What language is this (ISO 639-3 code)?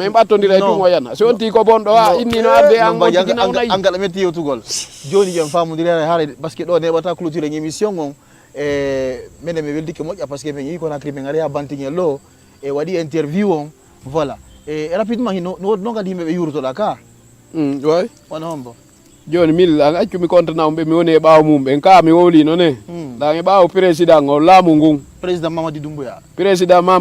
ful